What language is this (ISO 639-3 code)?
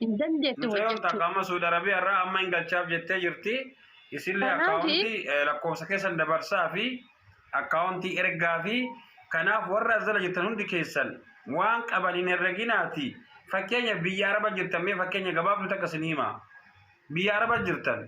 orm